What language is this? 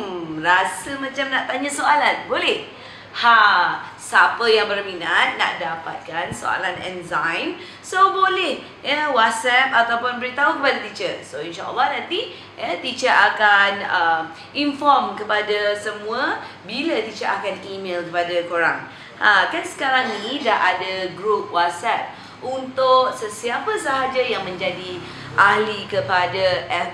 Malay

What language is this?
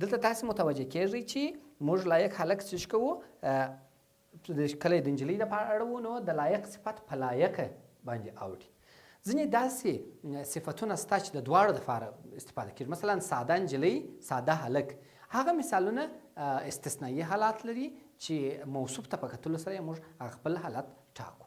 Pashto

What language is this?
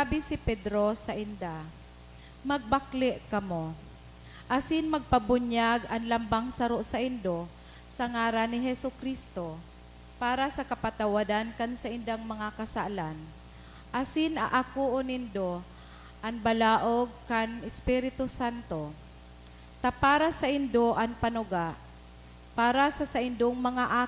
Bikol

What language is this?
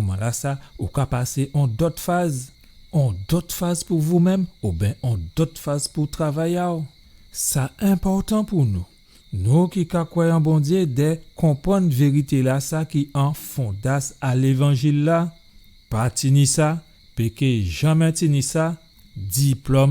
Guadeloupean Creole French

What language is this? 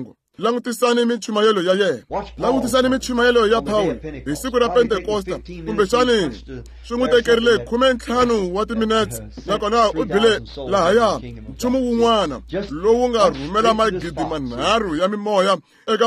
Tsonga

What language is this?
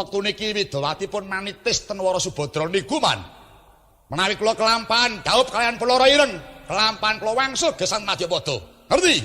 Javanese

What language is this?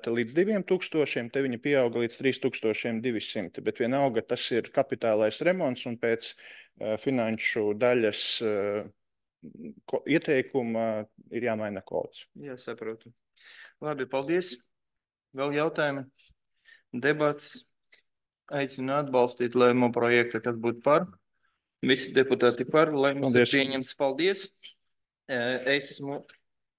Latvian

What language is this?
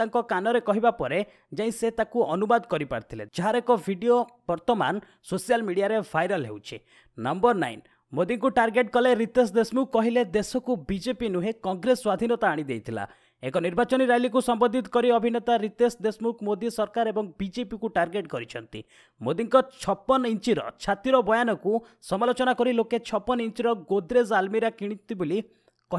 Odia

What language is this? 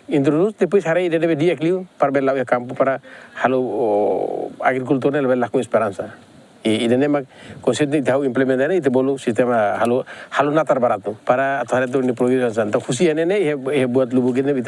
Tetum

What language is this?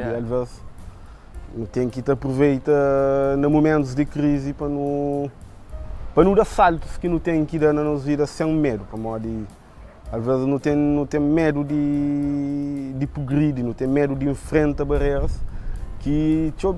Kabuverdianu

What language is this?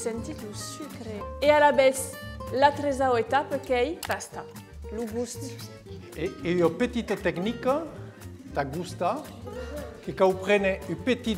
Occitan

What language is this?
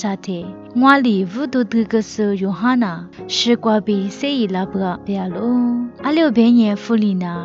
Lisu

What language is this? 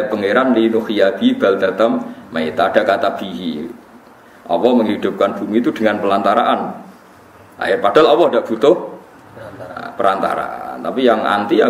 Indonesian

